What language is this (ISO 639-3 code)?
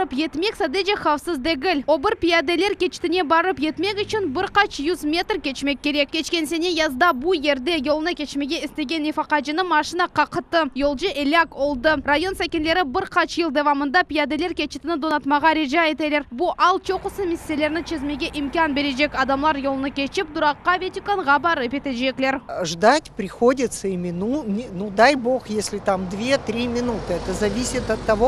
crh